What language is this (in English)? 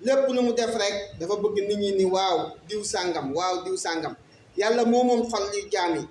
Wolof